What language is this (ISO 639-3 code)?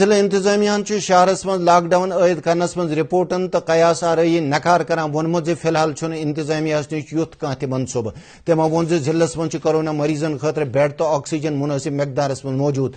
kas